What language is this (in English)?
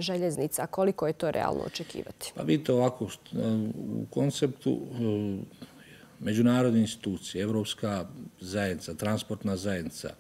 Bosnian